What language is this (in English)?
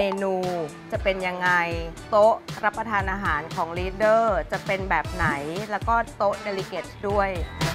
Thai